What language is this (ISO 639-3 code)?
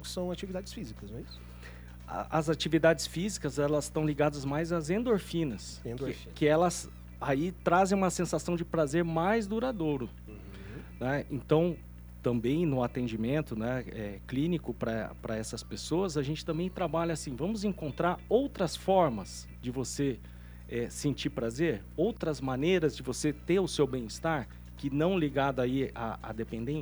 por